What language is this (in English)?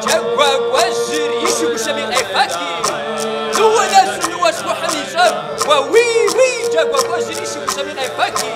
Kabardian